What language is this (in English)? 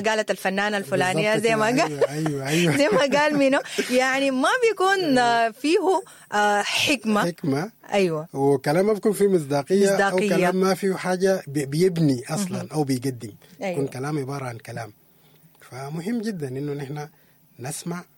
Sudanese Arabic